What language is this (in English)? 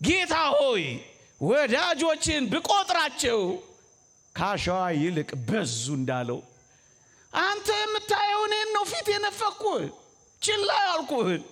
Amharic